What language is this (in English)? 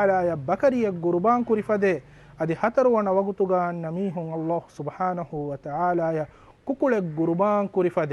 Divehi